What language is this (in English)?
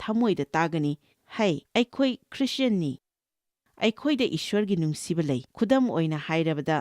Manipuri